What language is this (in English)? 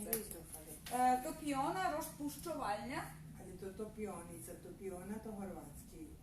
Rusyn